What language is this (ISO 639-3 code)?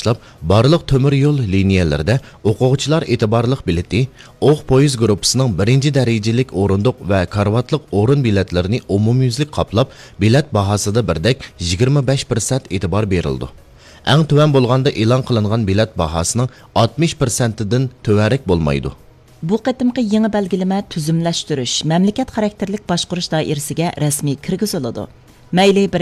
uig